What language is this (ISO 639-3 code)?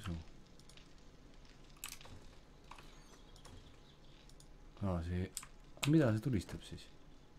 est